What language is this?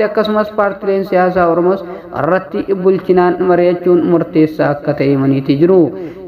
Oromo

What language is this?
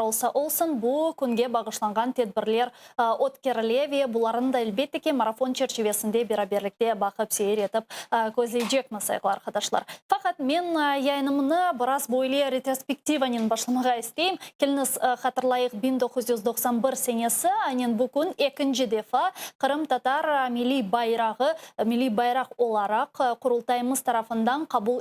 Crimean Tatar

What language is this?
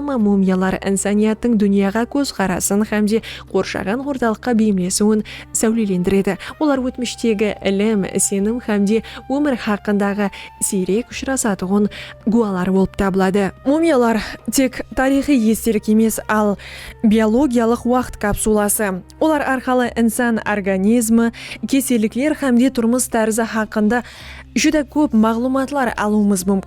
Kara-Kalpak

